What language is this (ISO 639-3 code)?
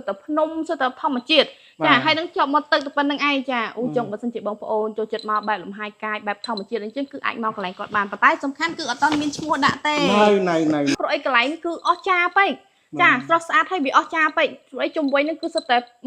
khm